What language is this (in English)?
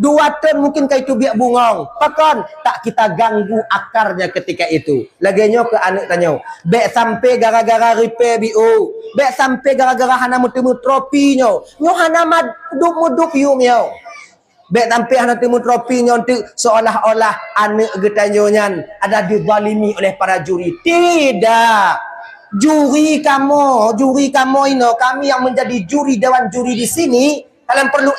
Achinese